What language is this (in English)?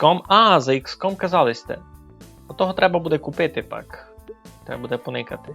Rusyn